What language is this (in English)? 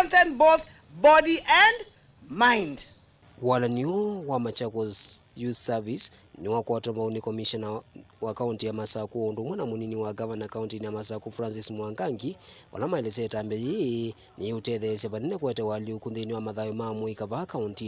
Kamba